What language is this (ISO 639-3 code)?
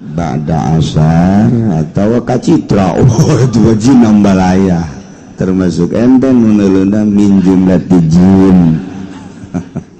sun